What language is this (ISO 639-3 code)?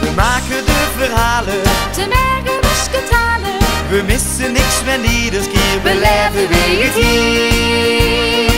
lim